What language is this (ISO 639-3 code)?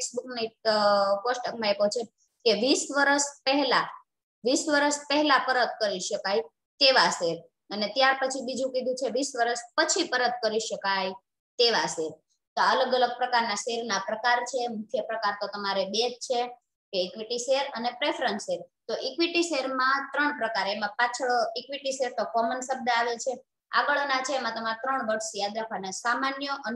guj